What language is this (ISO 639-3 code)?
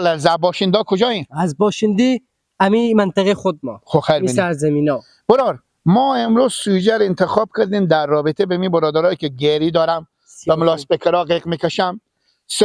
fas